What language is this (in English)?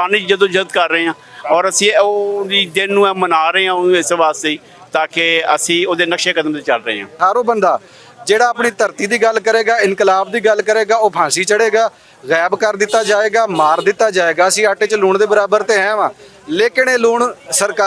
Western Panjabi